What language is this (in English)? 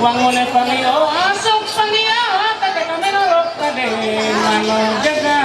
Ma'anyan